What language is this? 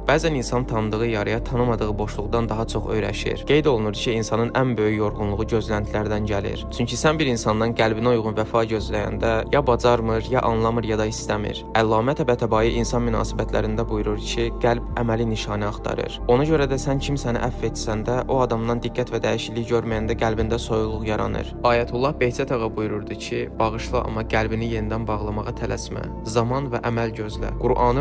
Azerbaijani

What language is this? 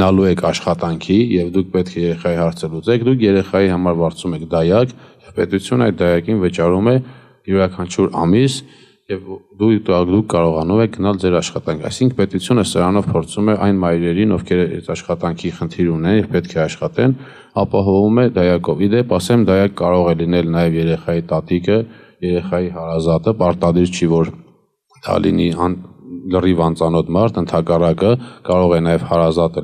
Armenian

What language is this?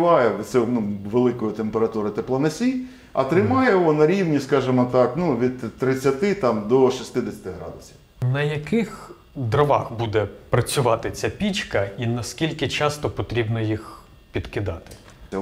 Ukrainian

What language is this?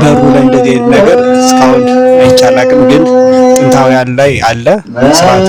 Amharic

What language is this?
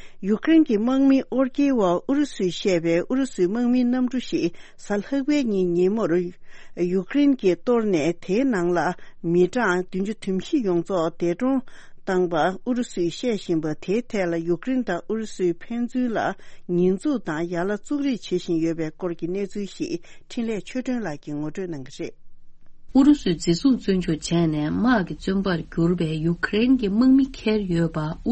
Tibetan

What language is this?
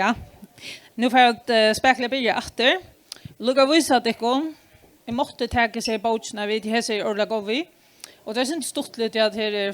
Faroese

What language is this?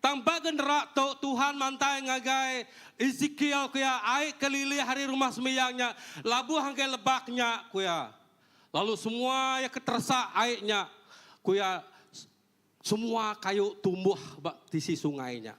Iban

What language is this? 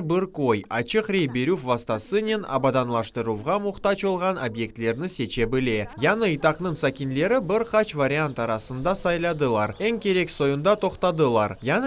Crimean Tatar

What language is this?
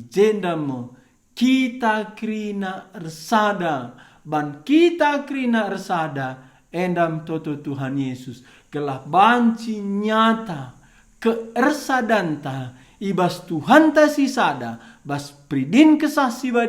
Batak Karo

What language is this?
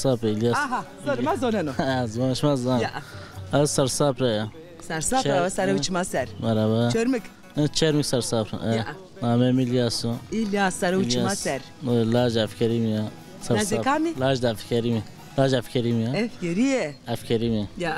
Zaza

